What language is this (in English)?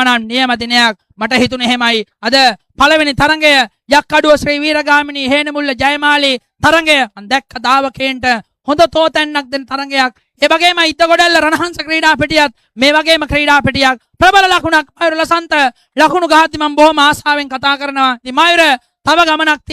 Sinhala